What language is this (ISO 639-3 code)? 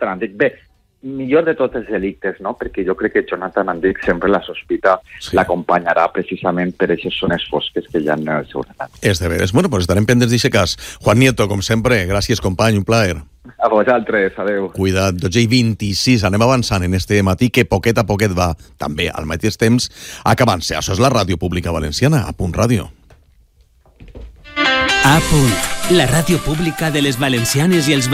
cat